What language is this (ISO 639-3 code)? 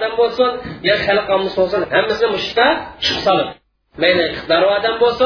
uig